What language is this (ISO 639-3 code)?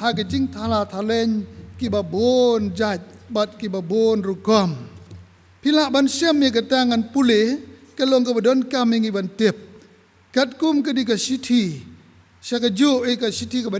kha